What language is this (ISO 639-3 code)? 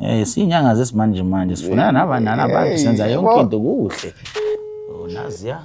zul